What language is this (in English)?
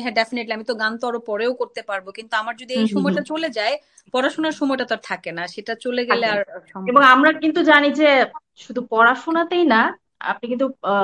Bangla